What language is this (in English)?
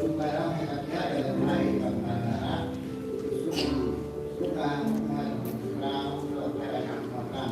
Central Mnong